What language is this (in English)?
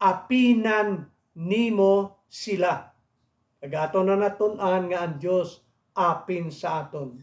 Hiligaynon